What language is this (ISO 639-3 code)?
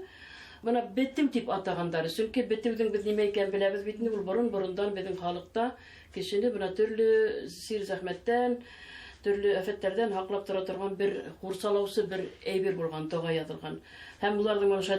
bak